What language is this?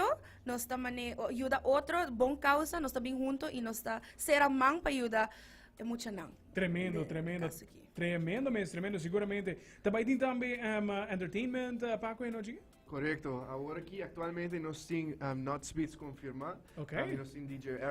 Papiamento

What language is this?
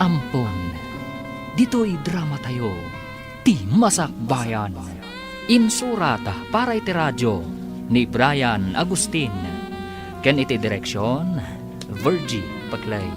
Iloko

